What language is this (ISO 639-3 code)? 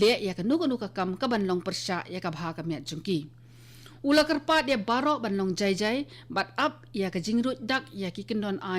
kha